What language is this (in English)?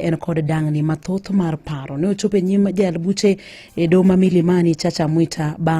Luo (Kenya and Tanzania)